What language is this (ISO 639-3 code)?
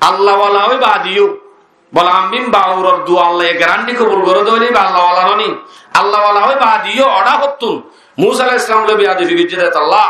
rhg